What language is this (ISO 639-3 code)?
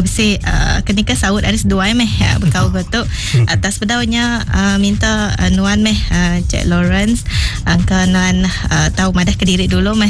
iba